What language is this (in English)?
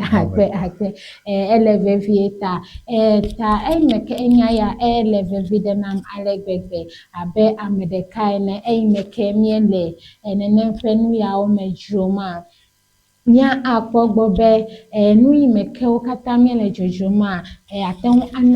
Ewe